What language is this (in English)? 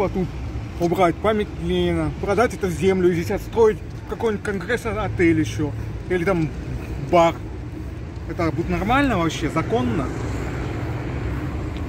Russian